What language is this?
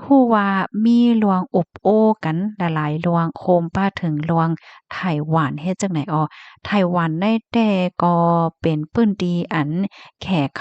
Shan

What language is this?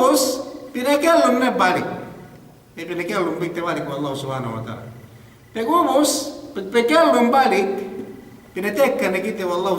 Yakan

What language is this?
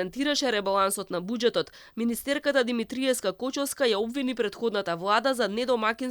Macedonian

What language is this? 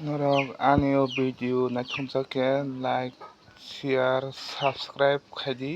Kok Borok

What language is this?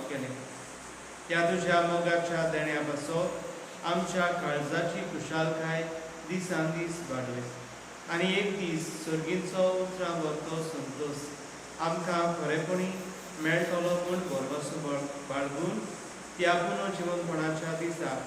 Konkani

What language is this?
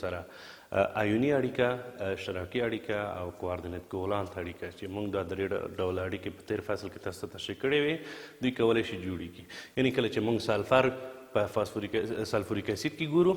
Pashto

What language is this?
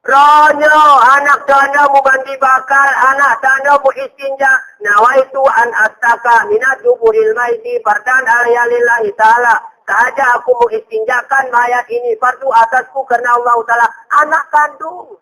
Gayo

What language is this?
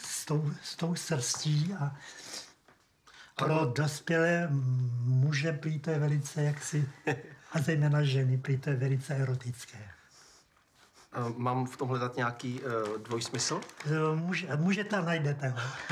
Czech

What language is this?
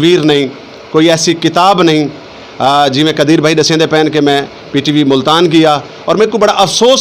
Saraiki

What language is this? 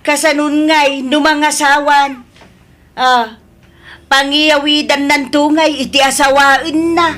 Iloko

